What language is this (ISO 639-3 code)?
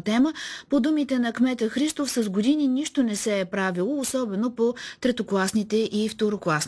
bul